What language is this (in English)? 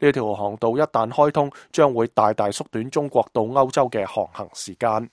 Cantonese